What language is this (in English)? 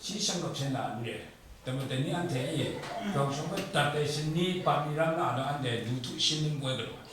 Kachin